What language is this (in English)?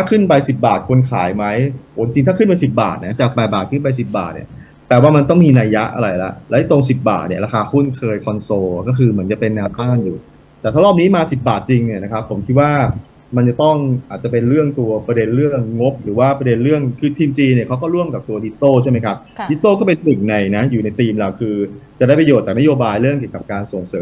Thai